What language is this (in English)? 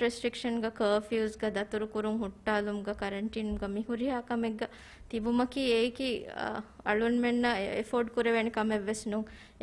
Divehi